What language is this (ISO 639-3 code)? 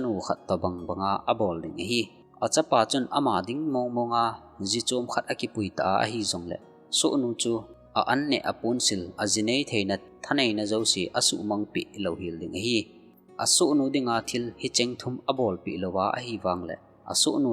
tcz